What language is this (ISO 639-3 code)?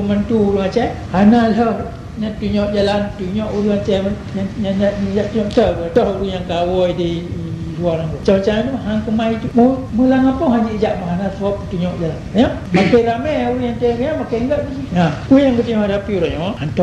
ace